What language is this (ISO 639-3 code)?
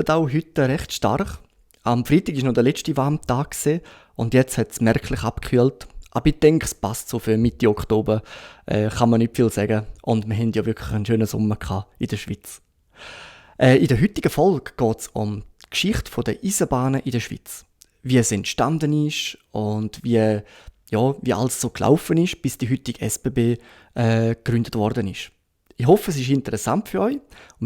gsw